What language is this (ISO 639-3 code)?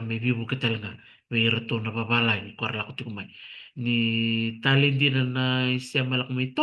fij